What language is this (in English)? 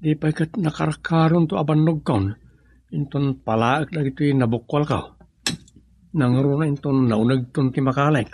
Iloko